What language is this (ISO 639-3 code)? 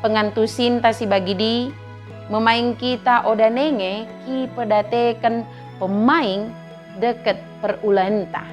btd